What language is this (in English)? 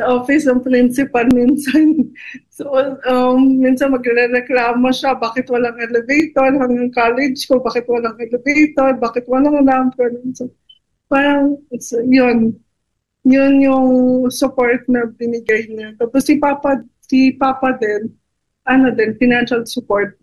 Filipino